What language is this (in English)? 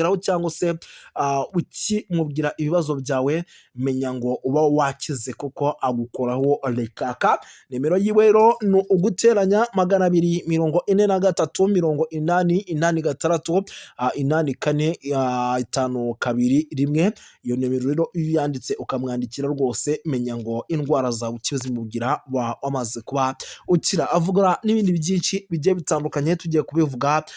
Kinyarwanda